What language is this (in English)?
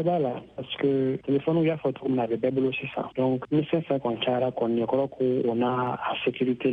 Bambara